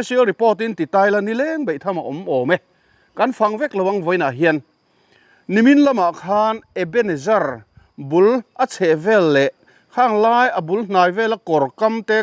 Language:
Mizo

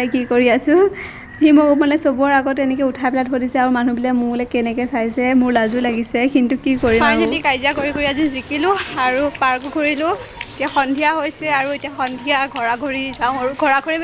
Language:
Assamese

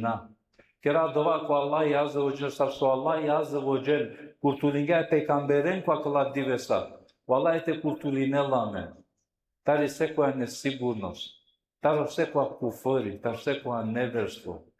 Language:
Balkan Romani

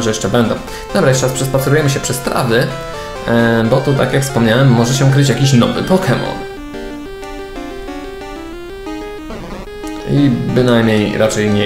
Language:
Polish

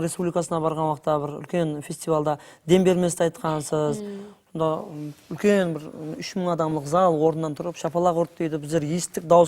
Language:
Kara-Kalpak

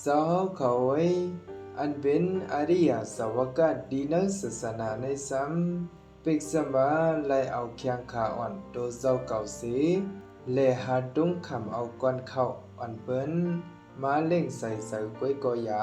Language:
Shan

